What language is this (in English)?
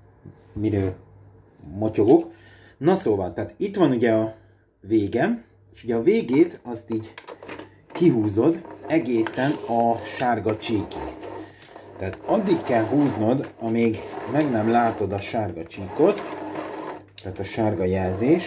Hungarian